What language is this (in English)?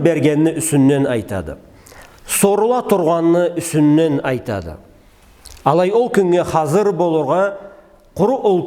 Karachay-Balkar